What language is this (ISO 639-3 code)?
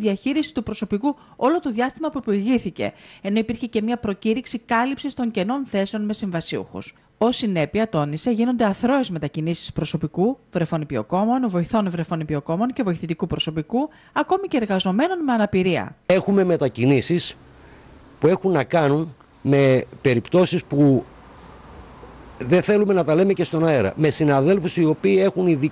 ell